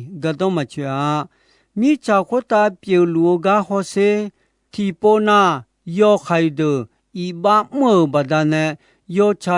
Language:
Akha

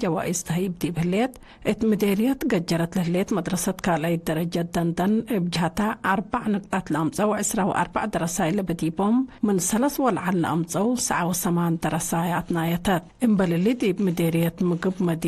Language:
Tigre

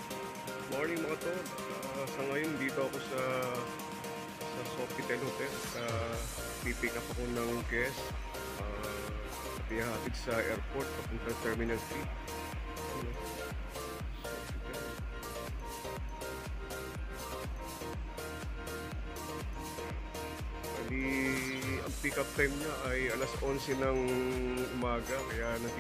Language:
Filipino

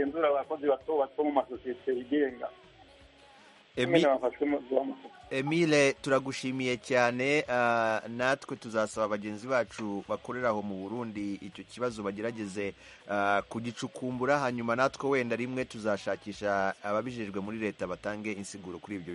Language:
Kinyarwanda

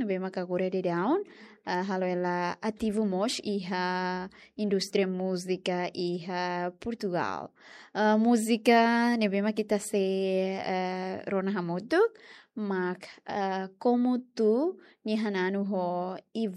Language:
Tetum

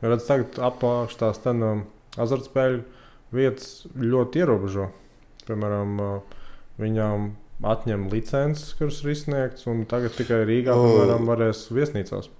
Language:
Latvian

